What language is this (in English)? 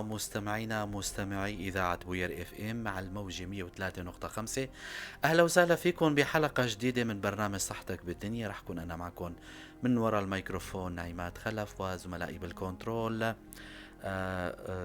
North Levantine Arabic